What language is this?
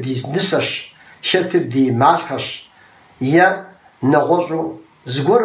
Kabardian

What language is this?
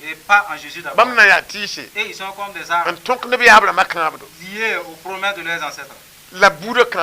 Mossi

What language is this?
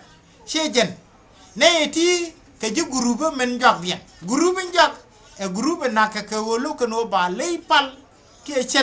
Nuer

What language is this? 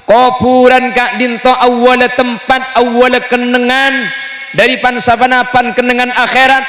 Madurese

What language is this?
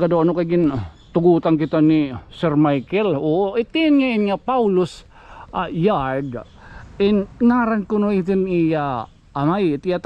Waray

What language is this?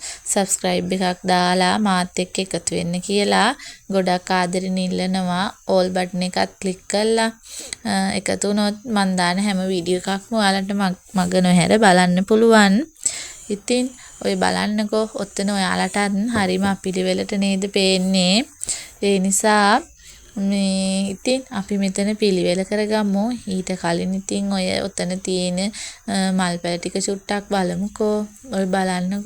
Sinhala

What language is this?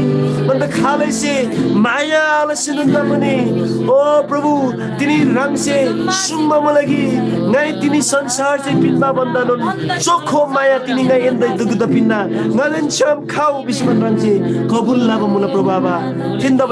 Eastern Tamang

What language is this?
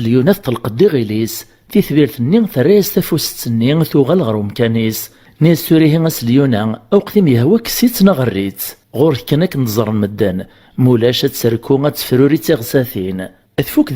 Kabyle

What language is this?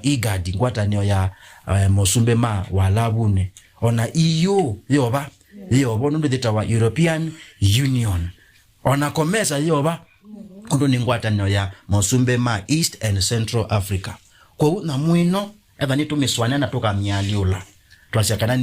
Kamba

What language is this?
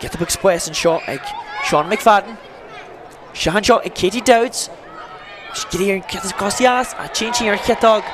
Irish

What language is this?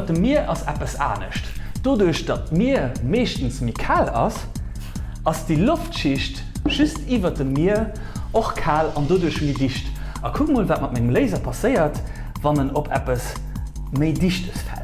Luxembourgish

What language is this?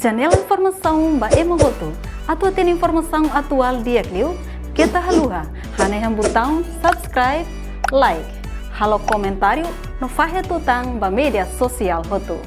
Tetum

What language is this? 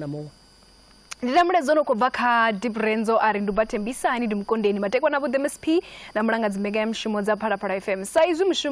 Venda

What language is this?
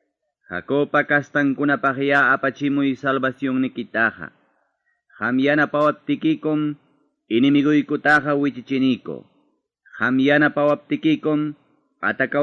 Ayacucho Quechua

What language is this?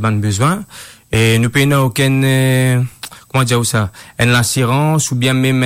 Morisyen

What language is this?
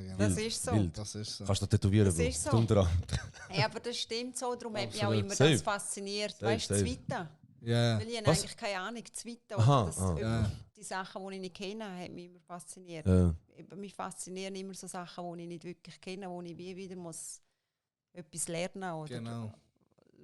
Swiss German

